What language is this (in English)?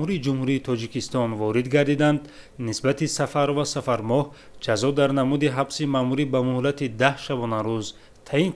Tajik